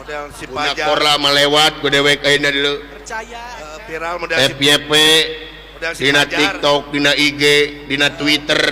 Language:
Sundanese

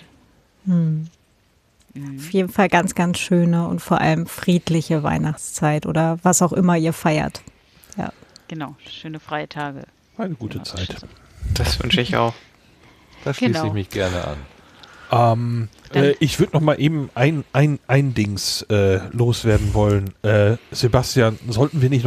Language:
German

